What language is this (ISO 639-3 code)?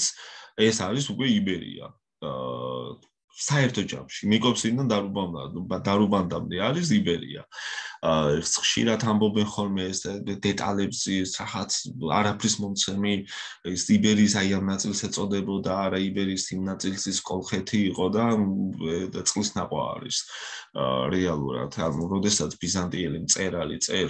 kat